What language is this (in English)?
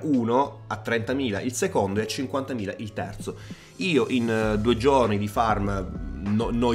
Italian